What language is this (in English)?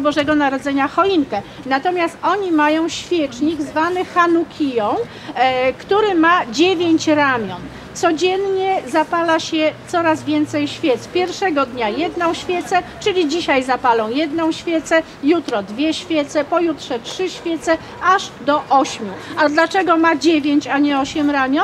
Polish